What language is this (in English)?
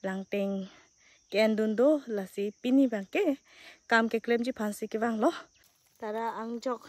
Karbi